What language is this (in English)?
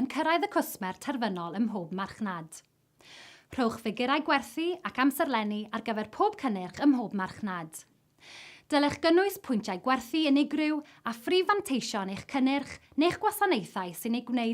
Welsh